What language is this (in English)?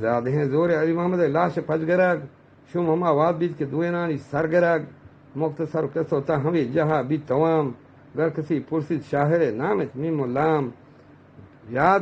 Eastern Balochi